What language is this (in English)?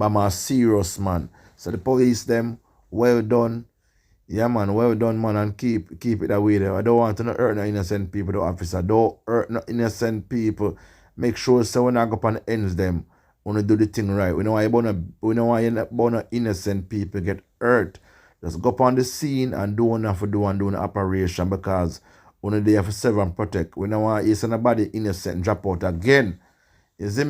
Jamaican Creole English